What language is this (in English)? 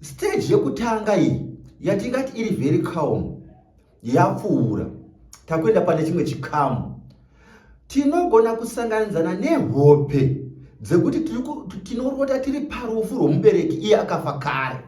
Shona